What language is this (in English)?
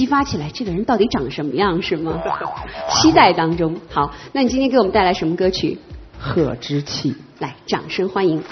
Chinese